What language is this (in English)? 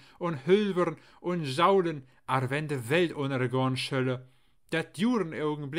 Low German